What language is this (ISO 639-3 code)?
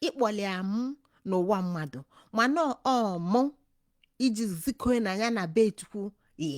ibo